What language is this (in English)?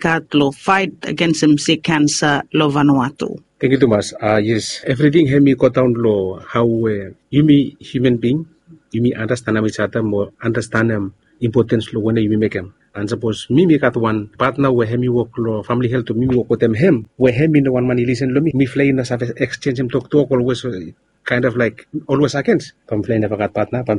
Bislama